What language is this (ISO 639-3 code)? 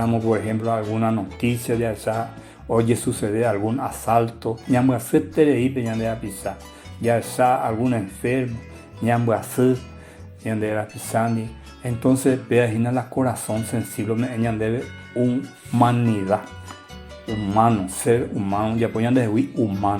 grn